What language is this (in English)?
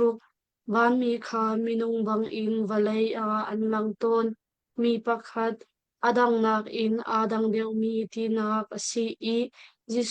Hakha Chin